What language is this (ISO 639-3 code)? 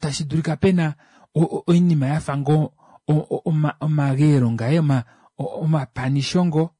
kua